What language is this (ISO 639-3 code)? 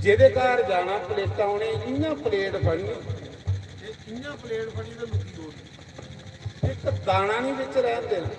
doi